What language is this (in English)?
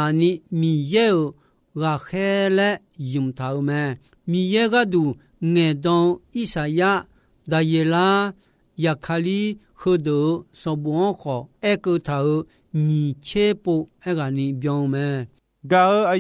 Akha